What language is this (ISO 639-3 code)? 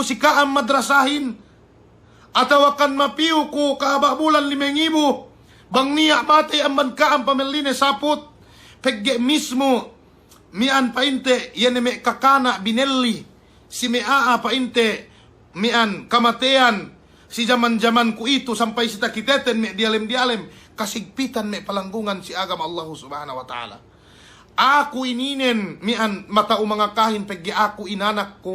yka